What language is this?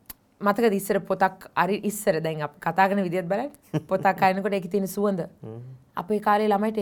Sinhala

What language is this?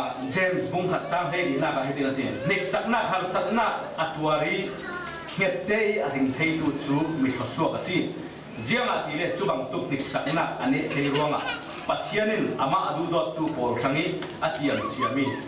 Falam Chin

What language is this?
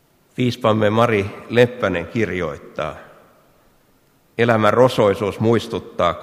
Finnish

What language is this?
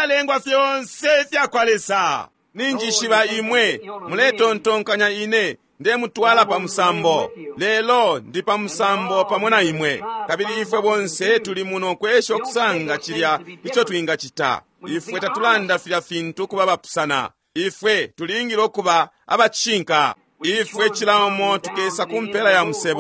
Bemba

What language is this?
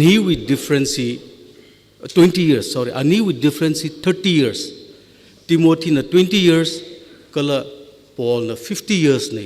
Tangkhul Naga (India)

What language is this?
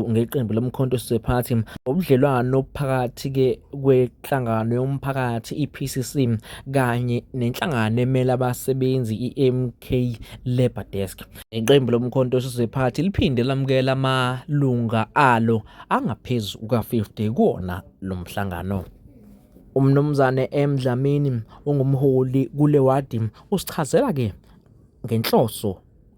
Zulu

